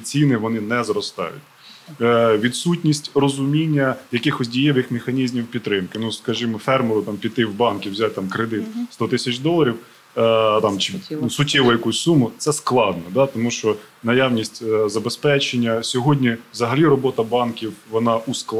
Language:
Ukrainian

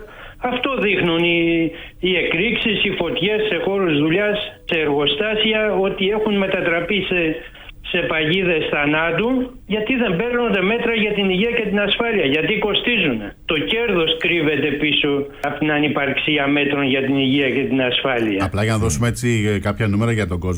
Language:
Greek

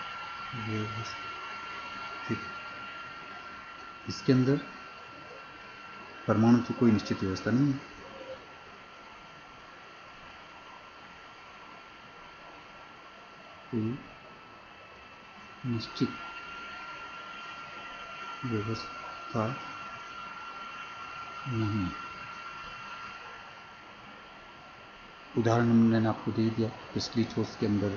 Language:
Hindi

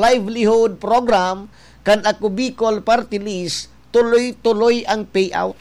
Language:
Bikol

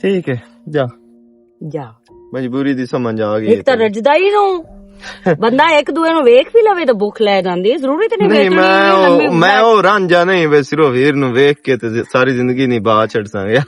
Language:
Western Panjabi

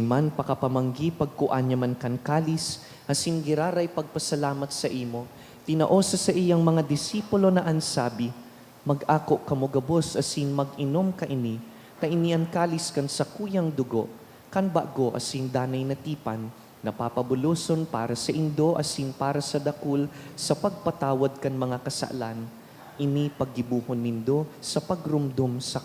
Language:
Bikol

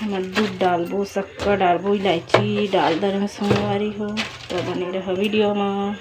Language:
Chhattisgarhi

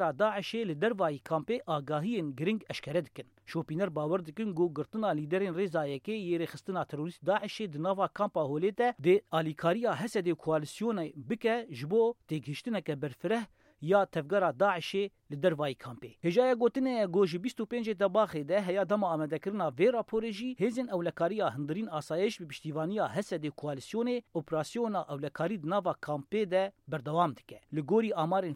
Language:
Kurdish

